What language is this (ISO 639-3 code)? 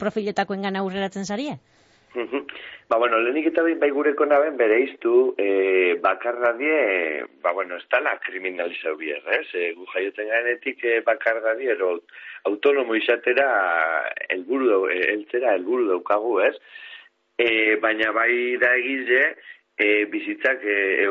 eus